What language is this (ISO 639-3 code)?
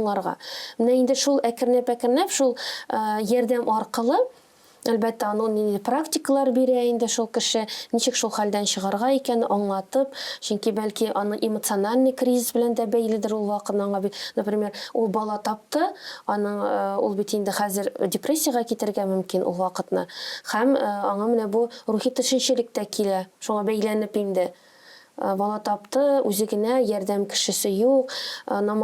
tat